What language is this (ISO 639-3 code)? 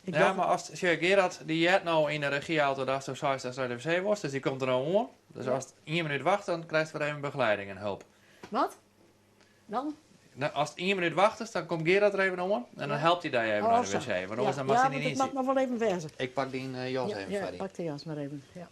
fry